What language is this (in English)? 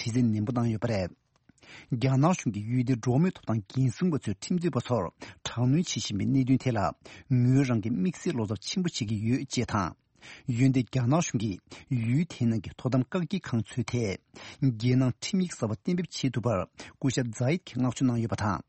Tibetan